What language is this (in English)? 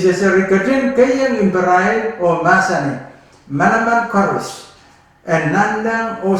Pohnpeian